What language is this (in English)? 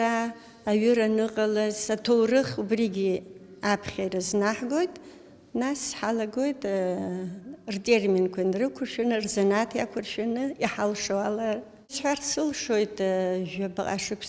Abkhazian